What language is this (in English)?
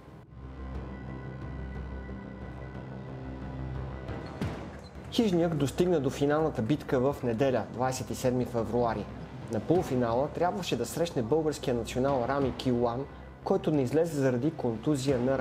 Bulgarian